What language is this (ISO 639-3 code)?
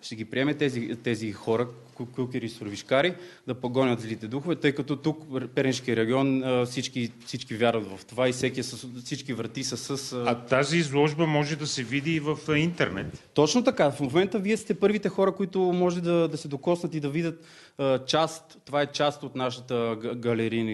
bul